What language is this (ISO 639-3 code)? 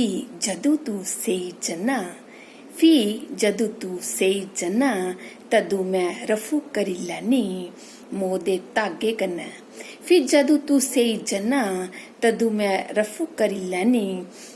doi